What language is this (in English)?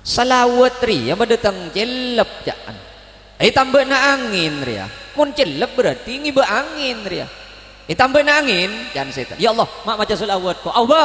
Madurese